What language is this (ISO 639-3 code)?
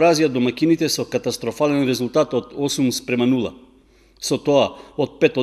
mkd